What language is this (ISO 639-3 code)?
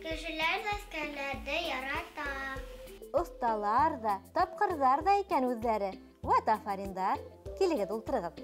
bak